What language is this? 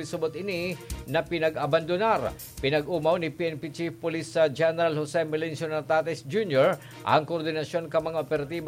Bikol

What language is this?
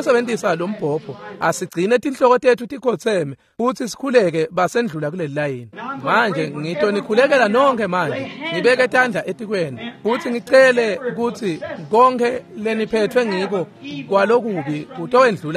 Swati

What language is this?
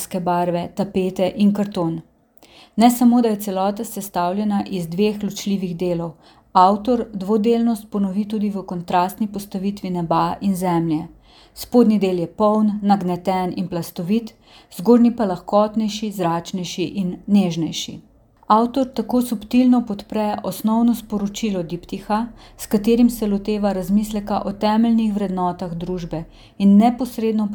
Slovenian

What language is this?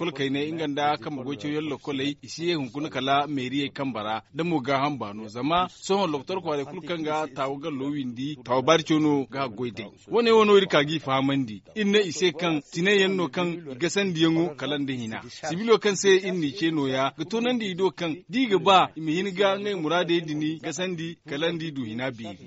Zarma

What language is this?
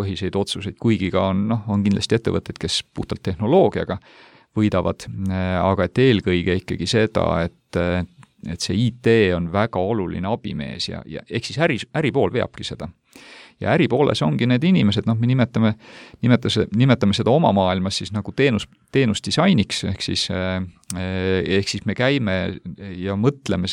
Estonian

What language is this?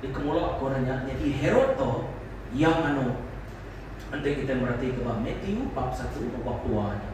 Iban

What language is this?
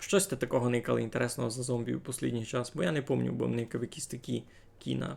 Rusyn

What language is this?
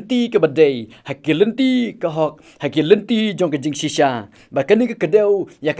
Khasi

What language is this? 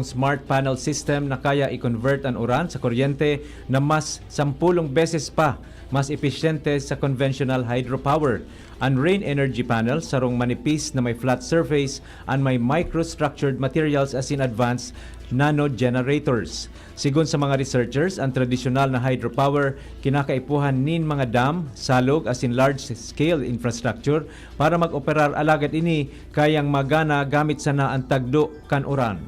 Bikol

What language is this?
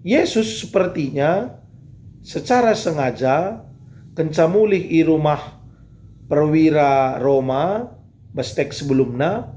Batak Karo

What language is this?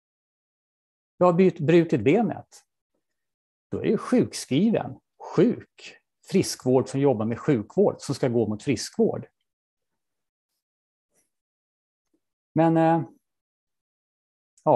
Swedish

